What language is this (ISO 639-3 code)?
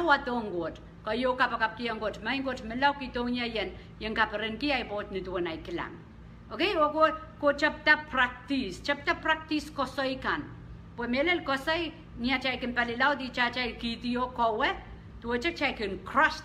pon